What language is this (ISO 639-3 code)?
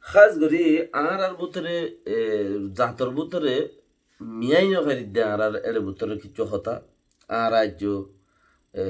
rhg